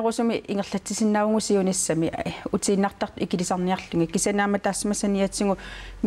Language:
Kalaallisut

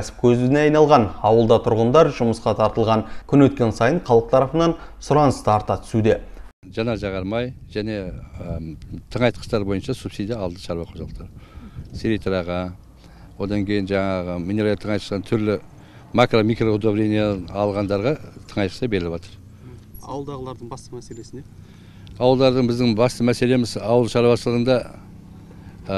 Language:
Kazakh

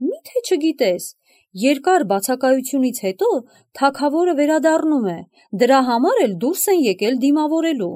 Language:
Armenian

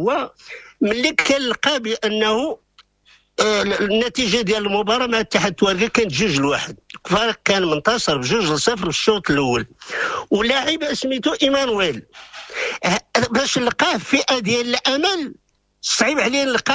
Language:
Moroccan Arabic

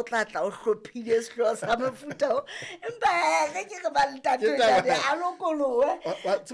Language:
Southern Sotho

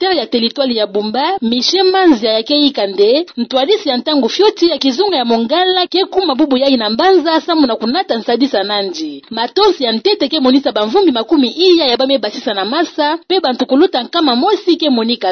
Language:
Kituba (Democratic Republic of Congo)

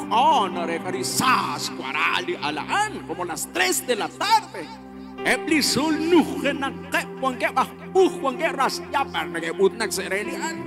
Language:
Kekchí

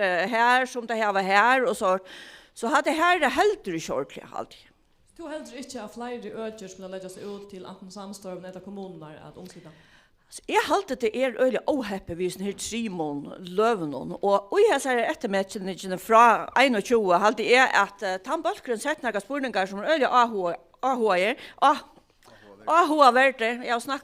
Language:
Faroese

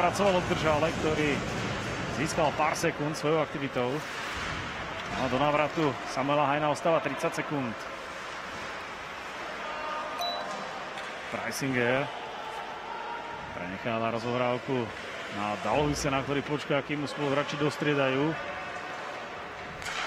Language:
Slovak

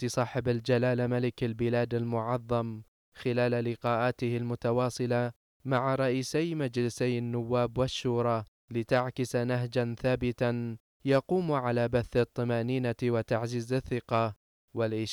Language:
Arabic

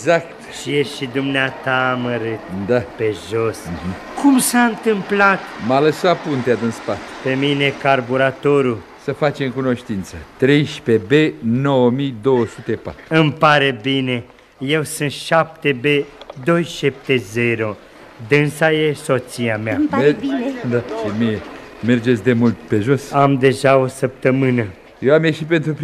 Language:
Romanian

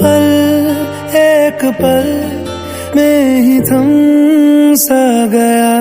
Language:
Chhattisgarhi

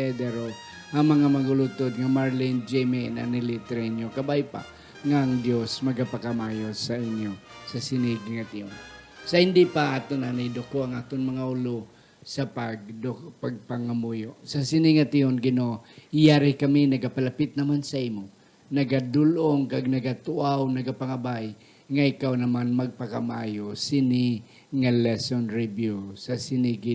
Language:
Hiligaynon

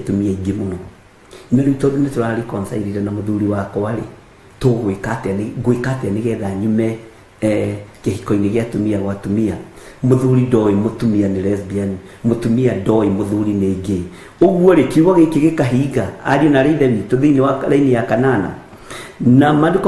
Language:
Kikuyu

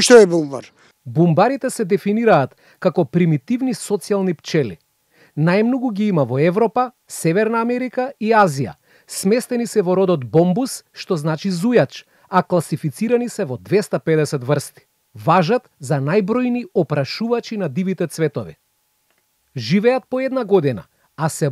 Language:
Macedonian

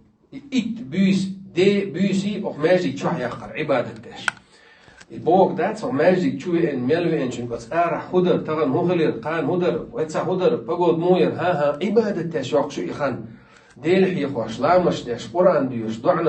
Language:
Chechen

